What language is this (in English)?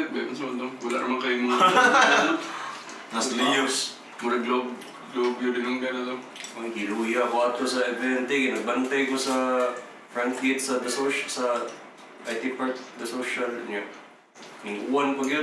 Cebuano